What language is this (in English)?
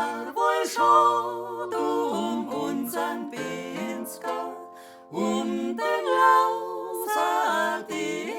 Bavarian